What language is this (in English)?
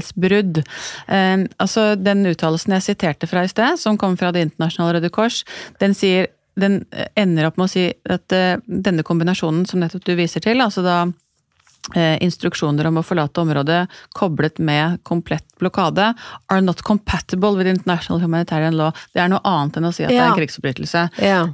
Norwegian